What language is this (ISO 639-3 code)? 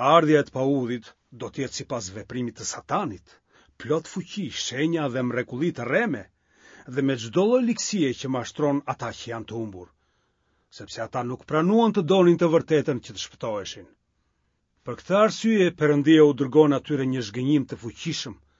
sqi